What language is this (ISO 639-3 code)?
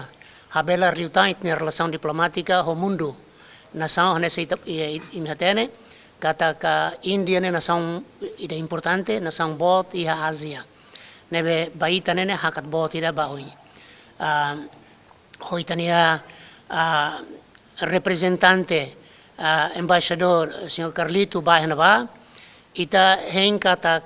tet